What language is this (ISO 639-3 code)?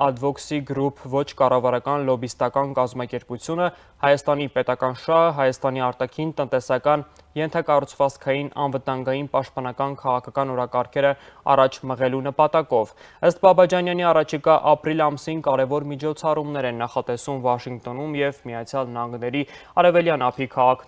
hye